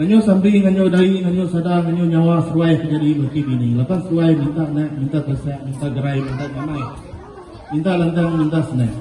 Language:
Iban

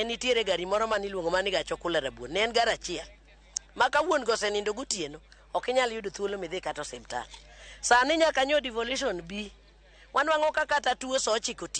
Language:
Luo (Kenya and Tanzania)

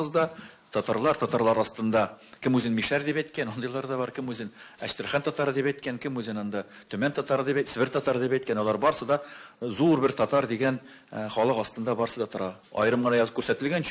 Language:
Tatar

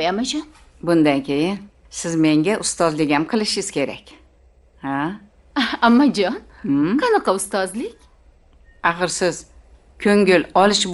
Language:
Uzbek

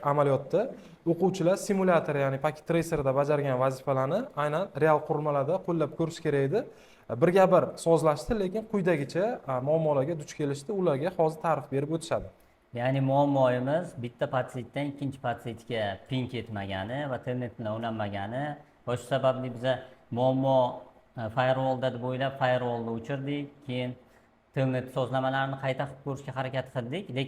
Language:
Uzbek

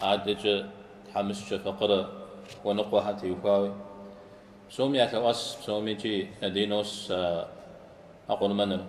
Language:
Kabardian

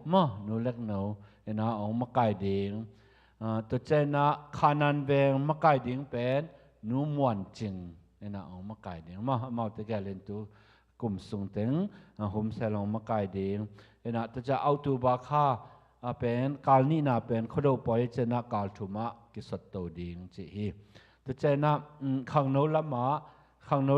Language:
Tedim Chin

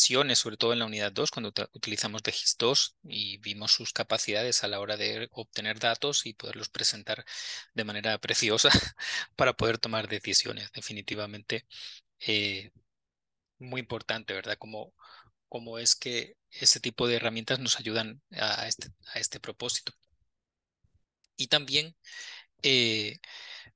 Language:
Spanish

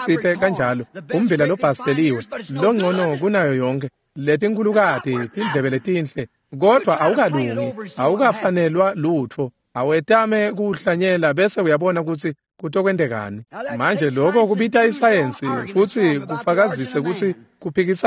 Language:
Swati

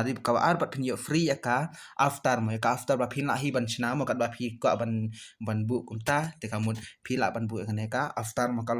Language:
Khasi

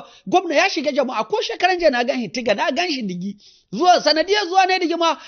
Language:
Hausa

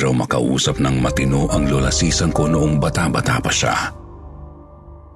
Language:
Filipino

